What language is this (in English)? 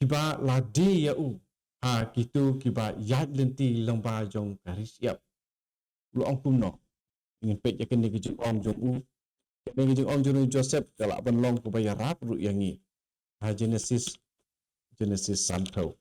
Khasi